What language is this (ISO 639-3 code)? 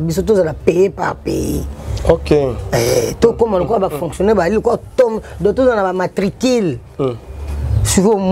lin